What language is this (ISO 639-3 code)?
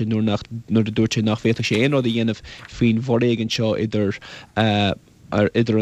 gle